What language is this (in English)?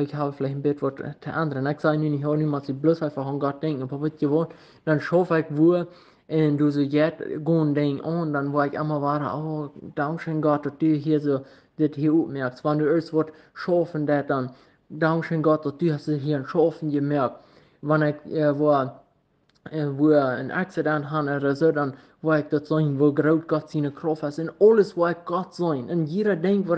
Plautdietsch